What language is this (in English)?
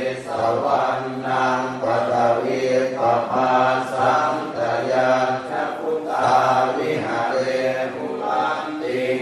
Pali